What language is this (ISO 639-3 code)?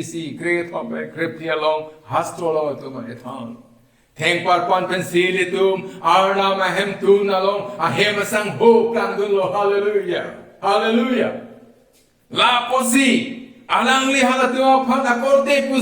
mjw